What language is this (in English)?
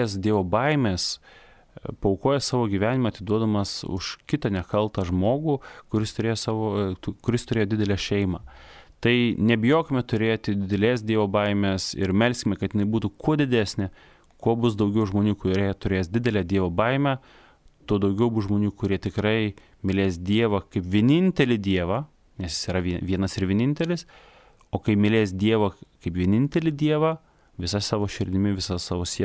Lithuanian